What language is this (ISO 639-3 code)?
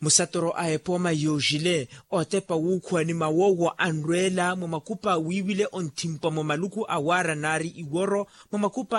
vmw